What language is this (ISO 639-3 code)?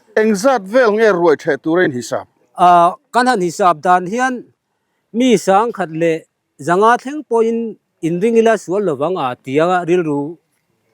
lus